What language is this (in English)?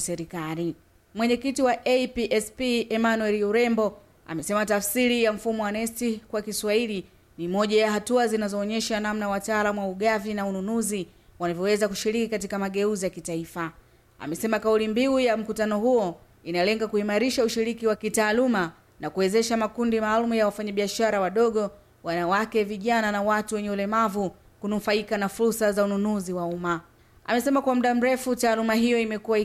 Swahili